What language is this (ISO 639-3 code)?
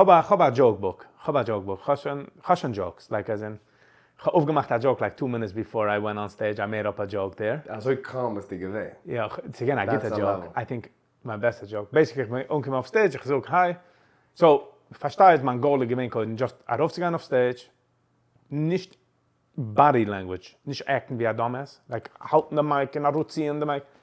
yid